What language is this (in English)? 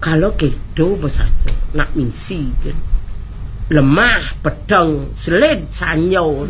Balinese